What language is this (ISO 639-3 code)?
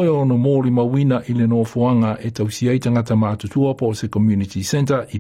smo